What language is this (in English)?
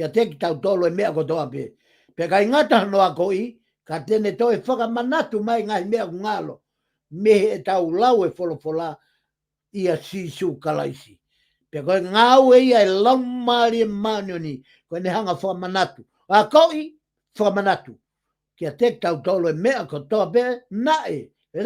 Tongan